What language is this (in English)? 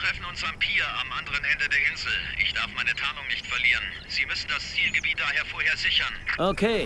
Bavarian